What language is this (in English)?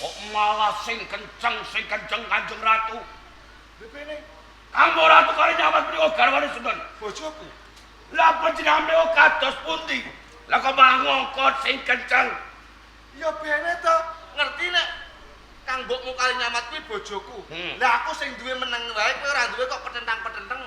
Javanese